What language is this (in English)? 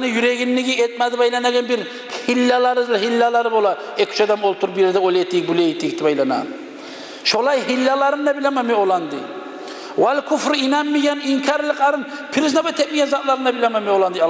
Kumyk